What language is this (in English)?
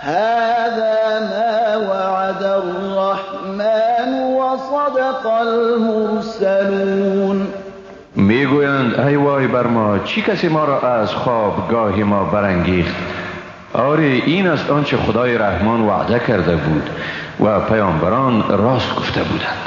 Persian